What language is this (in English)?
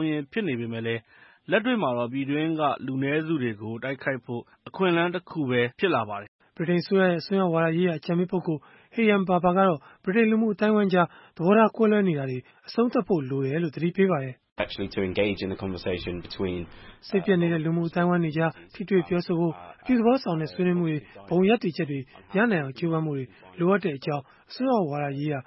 Burmese